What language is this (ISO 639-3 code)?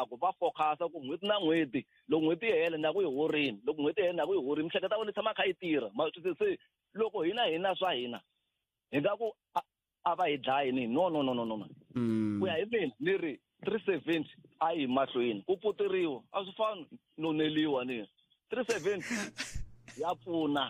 tso